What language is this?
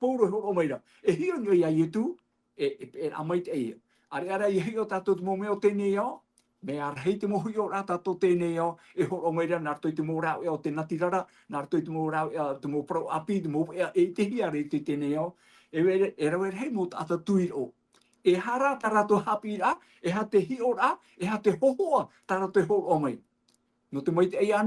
Tahitian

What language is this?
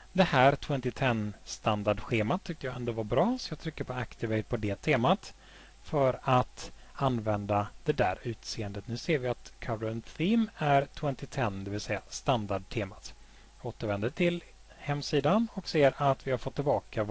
Swedish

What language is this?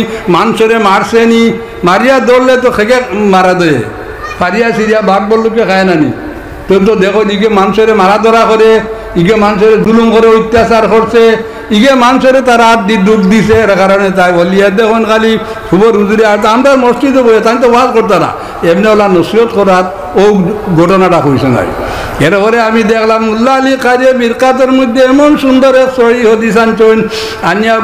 Sylheti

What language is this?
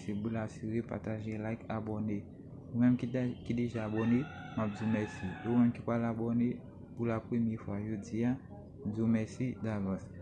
Haitian Creole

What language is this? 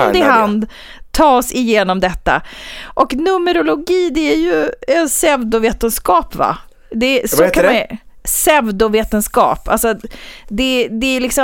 Swedish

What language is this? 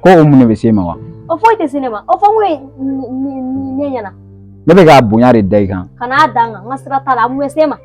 Bambara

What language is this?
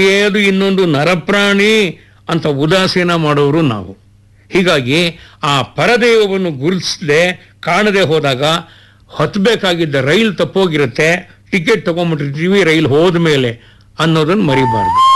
Kannada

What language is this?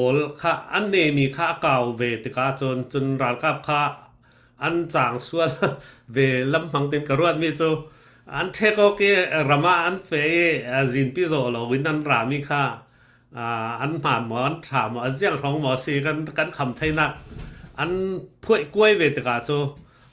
Falam Chin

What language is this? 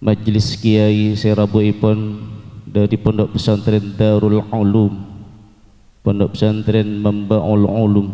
Madurese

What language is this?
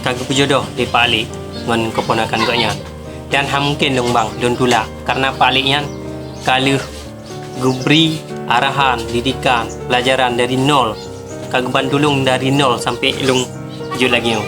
Achinese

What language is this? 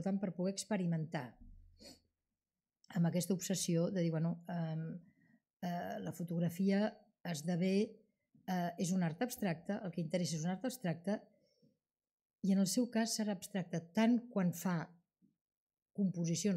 Catalan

